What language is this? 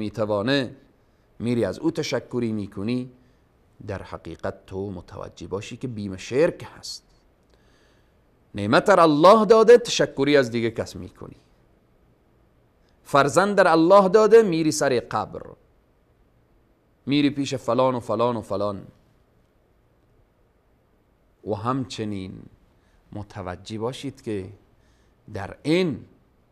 Persian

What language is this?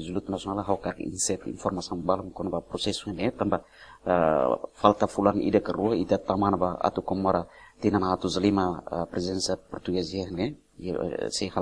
Tetum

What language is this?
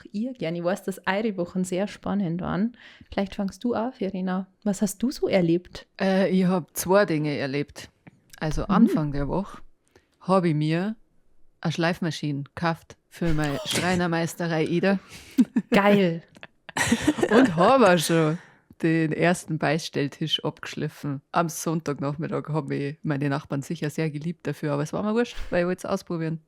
Bavarian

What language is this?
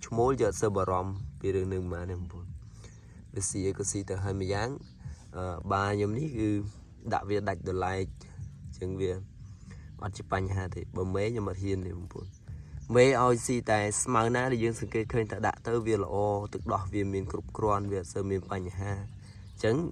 Khmer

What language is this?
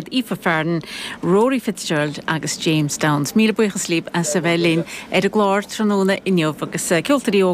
Irish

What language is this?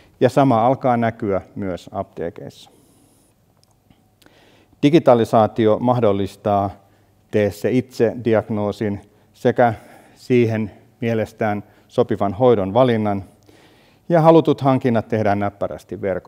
Finnish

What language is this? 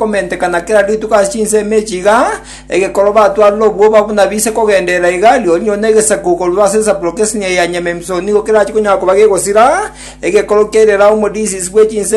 Gusii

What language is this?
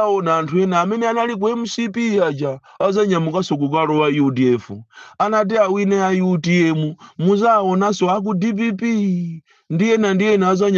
Nyanja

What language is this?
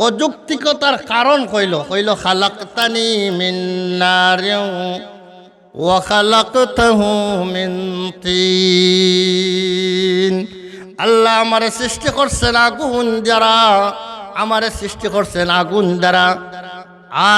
Sylheti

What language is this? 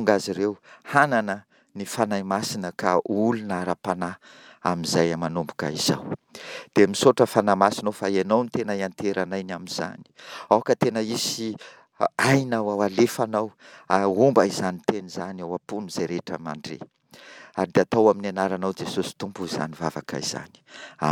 Malagasy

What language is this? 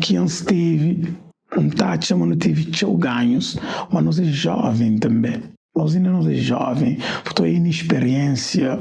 Kabuverdianu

